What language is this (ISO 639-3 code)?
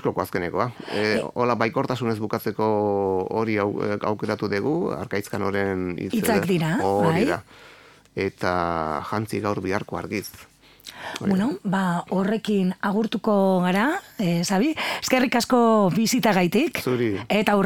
eus